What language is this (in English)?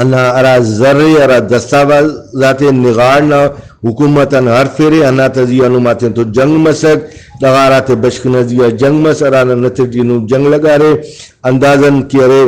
Brahui